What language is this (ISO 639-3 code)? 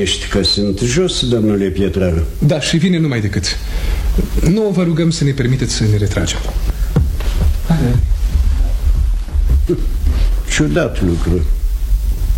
ron